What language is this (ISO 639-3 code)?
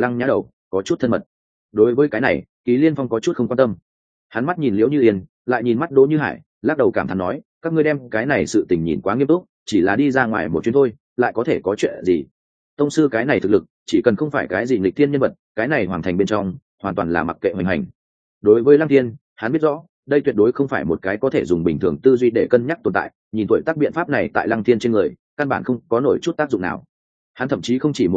vie